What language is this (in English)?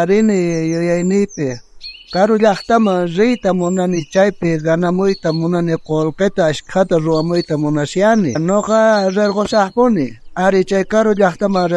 South Bolivian Quechua